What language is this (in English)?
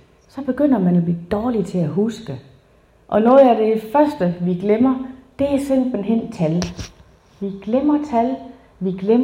Danish